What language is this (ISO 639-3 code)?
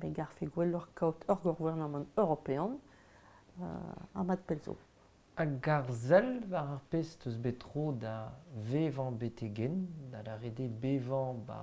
bre